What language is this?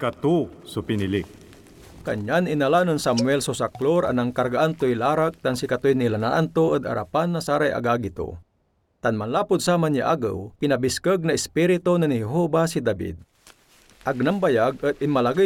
Pangasinan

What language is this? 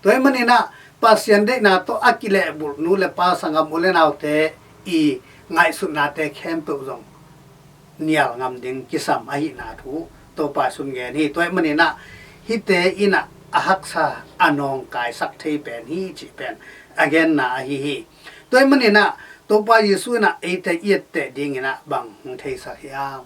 Tedim Chin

